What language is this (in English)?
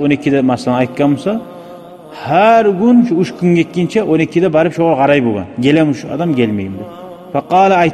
Kumyk